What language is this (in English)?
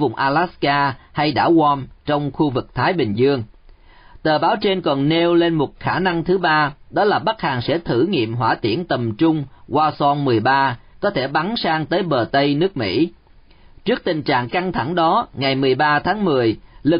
Vietnamese